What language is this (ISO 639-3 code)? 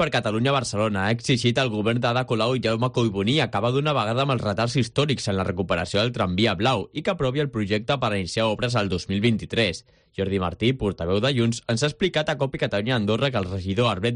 cat